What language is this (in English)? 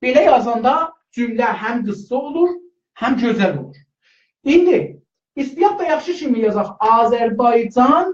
South Azerbaijani